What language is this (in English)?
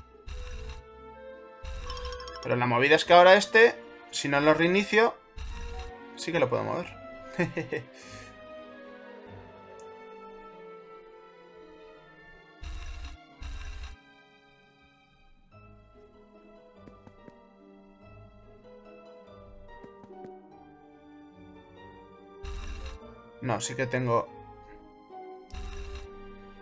Spanish